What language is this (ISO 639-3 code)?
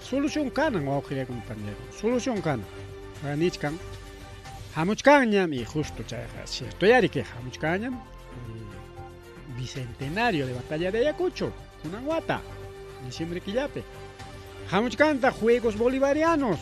quy